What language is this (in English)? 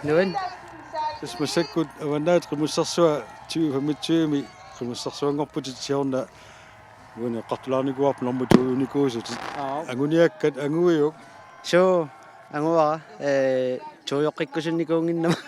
Kalaallisut